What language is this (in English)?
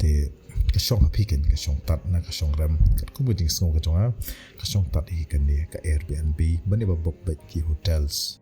Khasi